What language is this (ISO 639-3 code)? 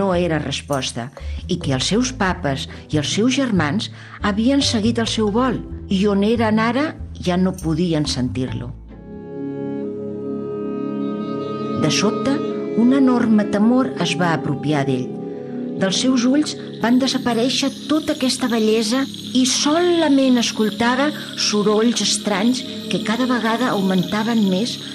cat